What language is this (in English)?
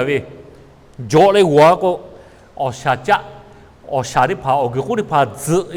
Lahu